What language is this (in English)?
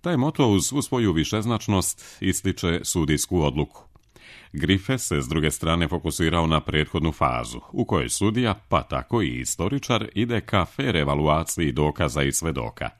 Serbian